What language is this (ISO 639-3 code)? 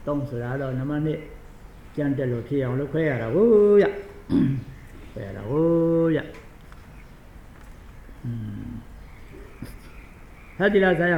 mya